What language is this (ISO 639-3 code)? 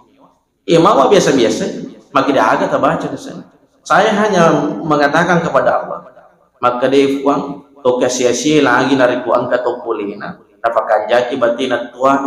bug